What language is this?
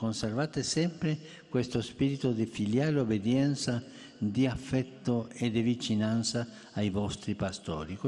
Italian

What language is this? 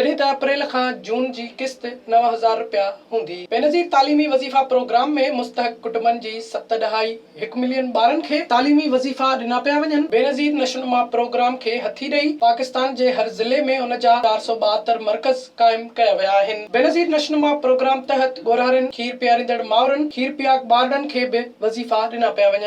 Sindhi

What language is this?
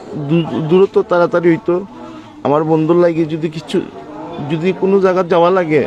Sylheti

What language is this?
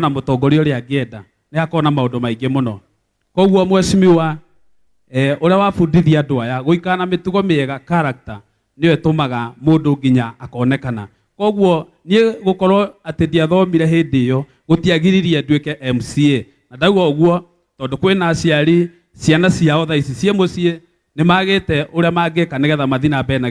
Kikuyu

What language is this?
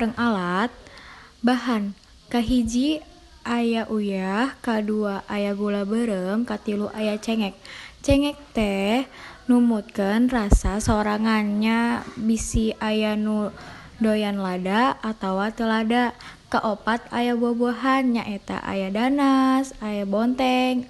Sundanese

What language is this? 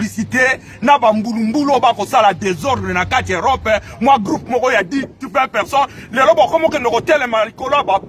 Lingala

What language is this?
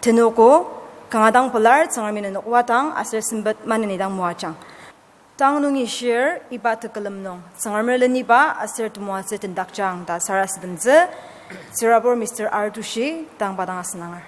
Ao Naga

